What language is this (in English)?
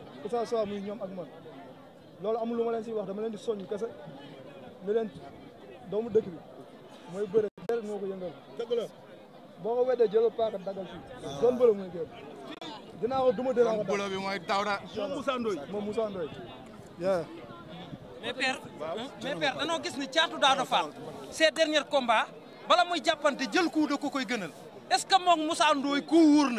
Wolof